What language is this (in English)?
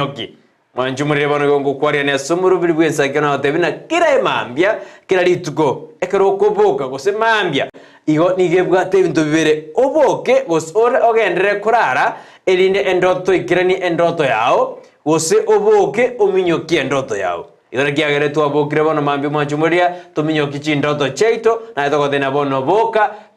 Gusii